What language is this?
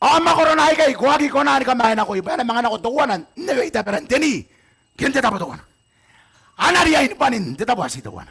Gilbertese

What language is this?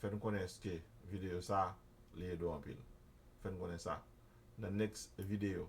Haitian Creole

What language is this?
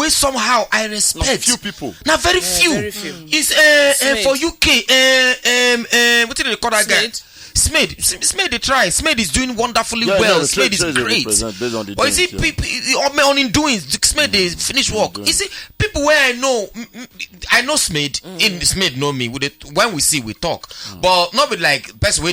Nigerian Pidgin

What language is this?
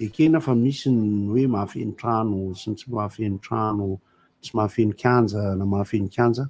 Malagasy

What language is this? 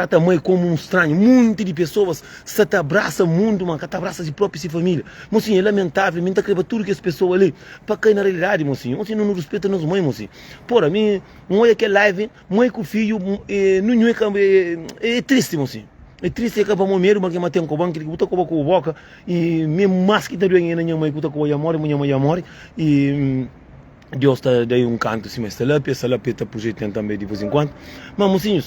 Kabuverdianu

